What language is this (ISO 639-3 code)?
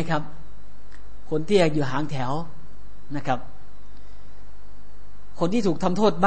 tha